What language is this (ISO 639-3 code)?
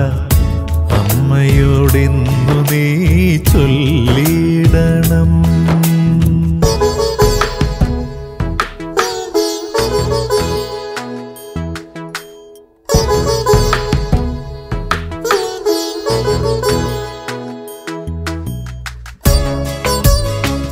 mal